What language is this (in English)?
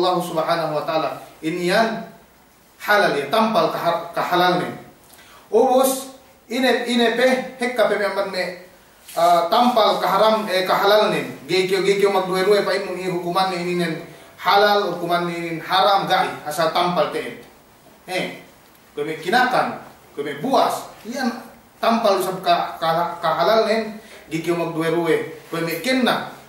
Yakan